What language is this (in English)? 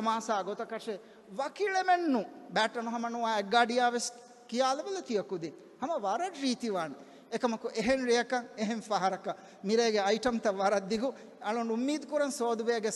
Divehi